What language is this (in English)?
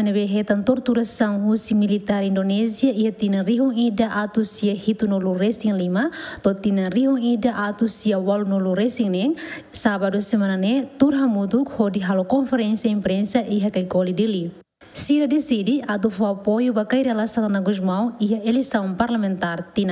Tetum